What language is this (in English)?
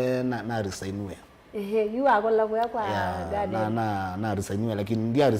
Kamba